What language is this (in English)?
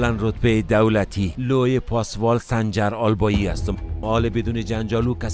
Persian